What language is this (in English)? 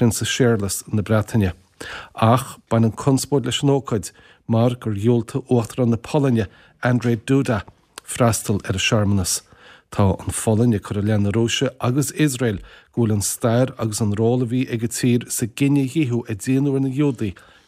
Irish